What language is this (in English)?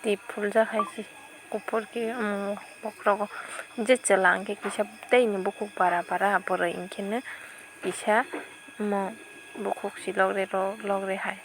Kok Borok